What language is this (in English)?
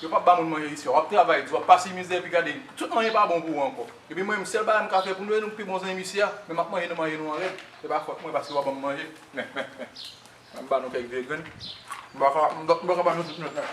Haitian Creole